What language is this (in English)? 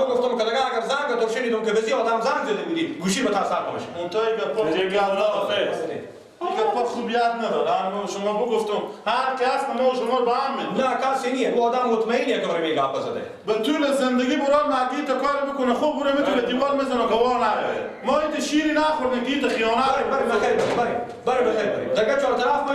Persian